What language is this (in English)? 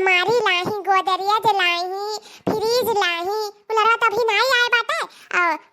Awadhi